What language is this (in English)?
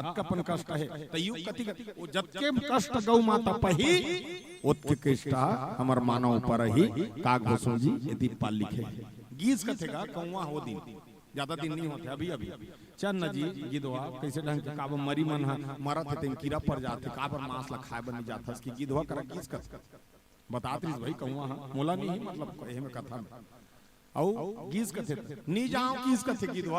Chhattisgarhi